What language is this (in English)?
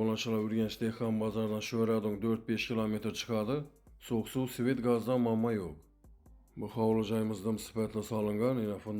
Uzbek